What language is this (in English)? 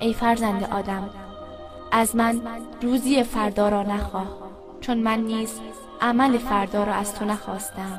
Tajik